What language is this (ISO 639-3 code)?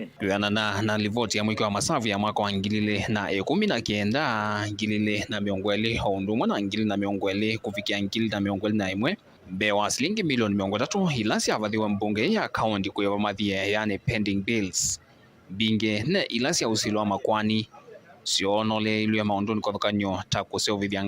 kam